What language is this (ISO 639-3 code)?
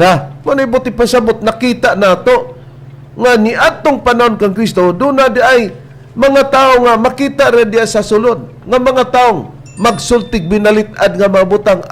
ceb